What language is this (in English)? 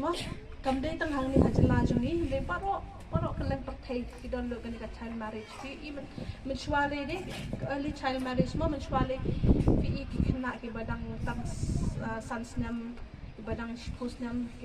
Khasi